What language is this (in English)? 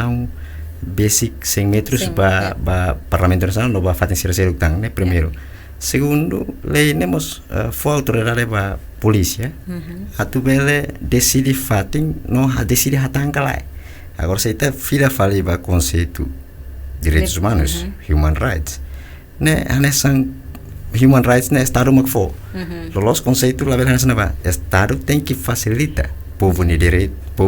Tetum